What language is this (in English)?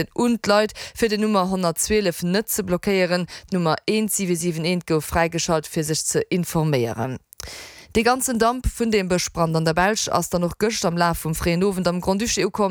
Luxembourgish